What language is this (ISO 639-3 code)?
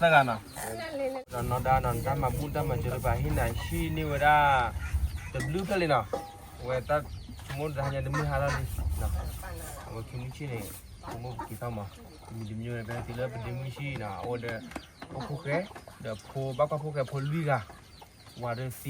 ksw